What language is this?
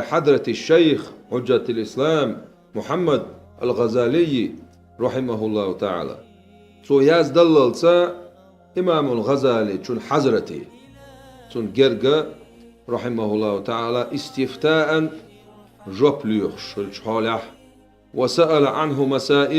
Chechen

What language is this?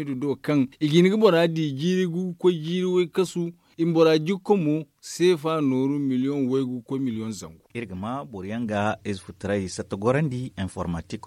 Zarma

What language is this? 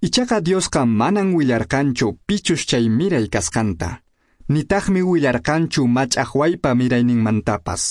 Quechua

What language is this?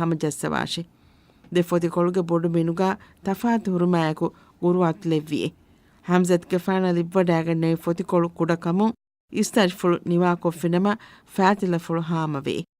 Divehi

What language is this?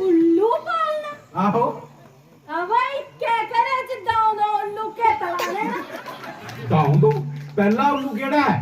Dogri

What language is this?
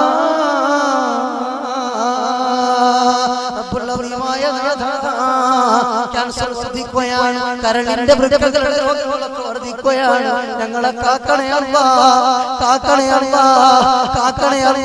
Malayalam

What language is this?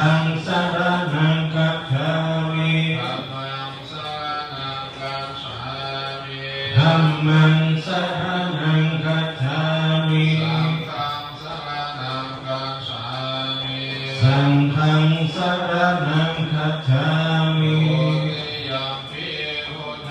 Pali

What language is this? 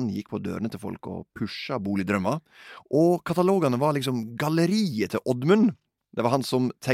Norwegian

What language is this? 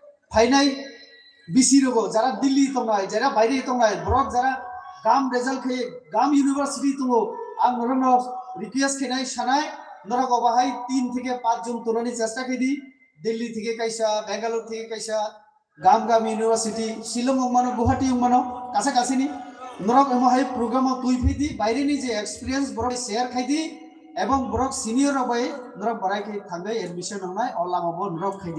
Kok Borok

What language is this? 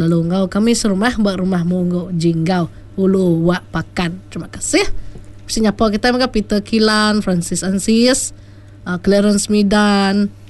Iban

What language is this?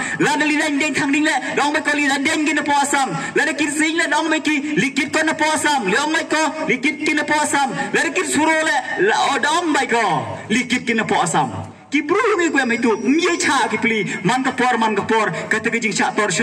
Pnar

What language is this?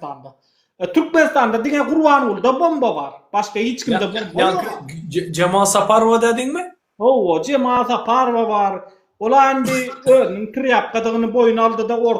Turkmen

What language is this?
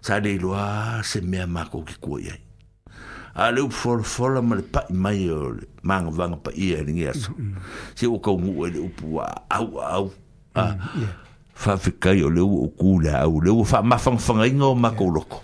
Samoan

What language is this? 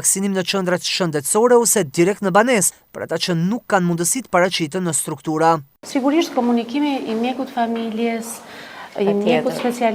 Albanian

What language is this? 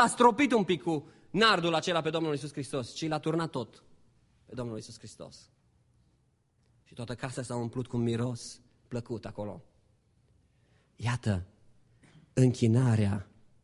Romanian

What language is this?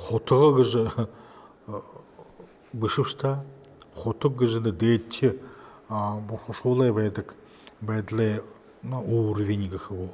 Buriat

